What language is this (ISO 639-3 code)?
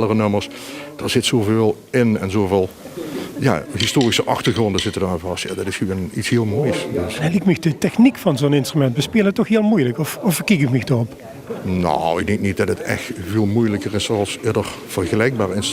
lim